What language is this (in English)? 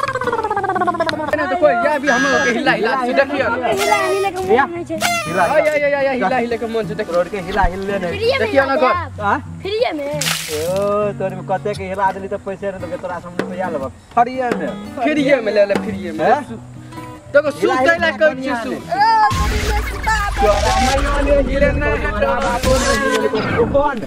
Maithili